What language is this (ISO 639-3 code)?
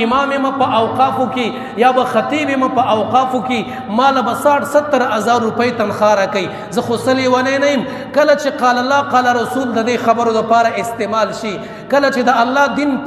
pus